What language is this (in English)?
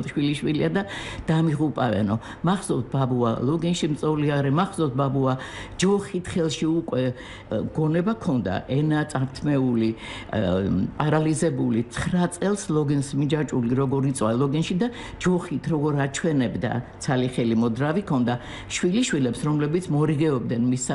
Georgian